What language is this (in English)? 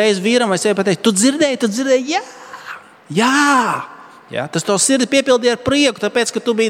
Latvian